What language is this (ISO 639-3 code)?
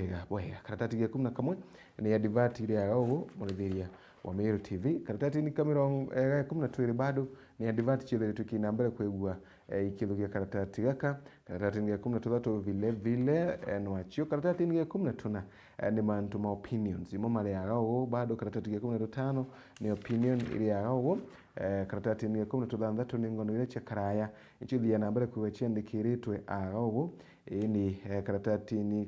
mer